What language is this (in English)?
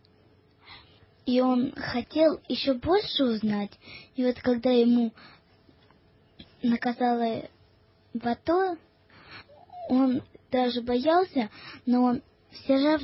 Russian